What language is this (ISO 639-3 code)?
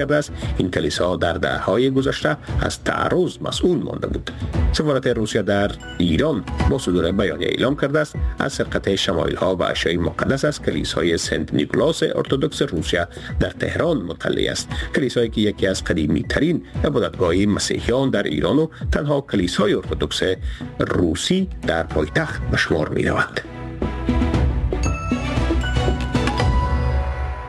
fas